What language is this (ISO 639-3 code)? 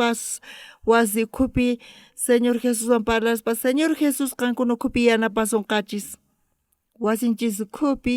quh